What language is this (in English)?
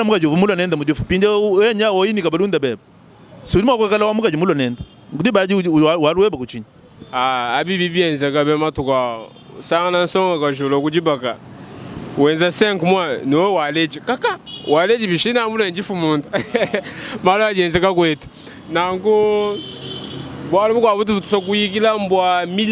Luba-Lulua